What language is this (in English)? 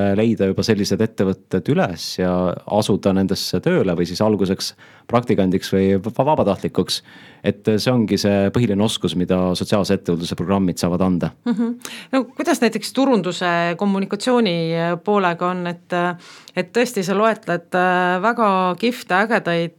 Estonian